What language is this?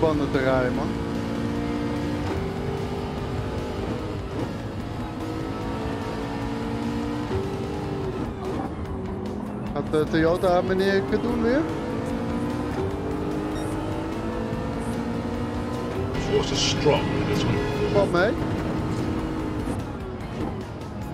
Dutch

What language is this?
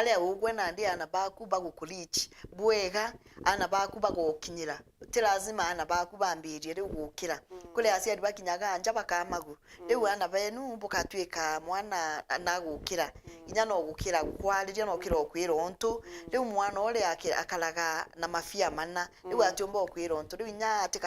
Meru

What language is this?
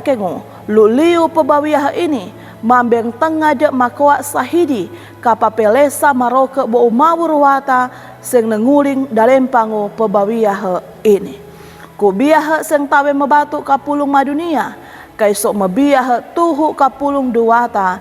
Sangir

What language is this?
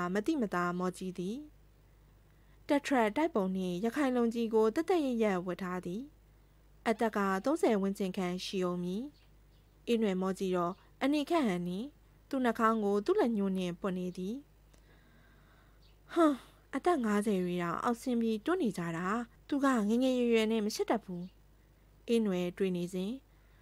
Burmese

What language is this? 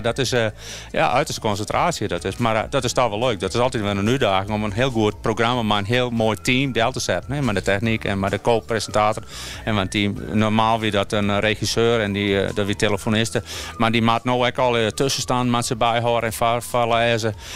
Western Frisian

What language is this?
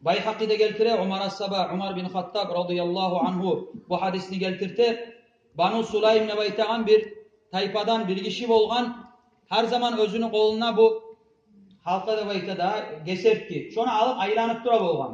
Kumyk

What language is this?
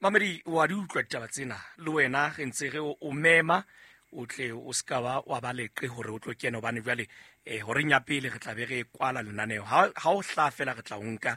Southern Sotho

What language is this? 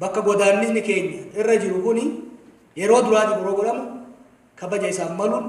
Oromo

